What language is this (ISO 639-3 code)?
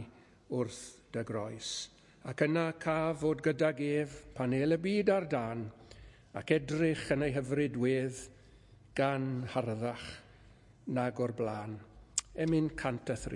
cym